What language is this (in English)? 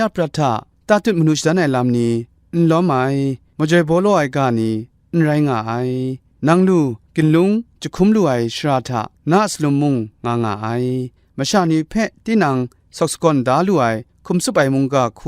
Kachin